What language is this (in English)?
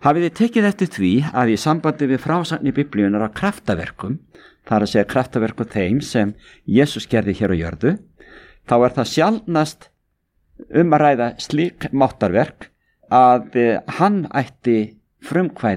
Icelandic